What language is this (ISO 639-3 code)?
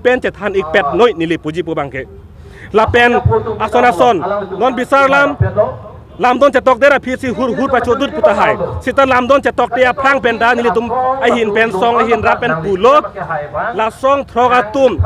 mjw